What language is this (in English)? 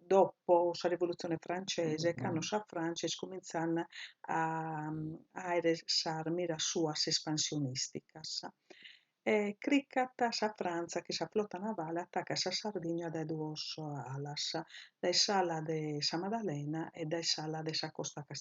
Sardinian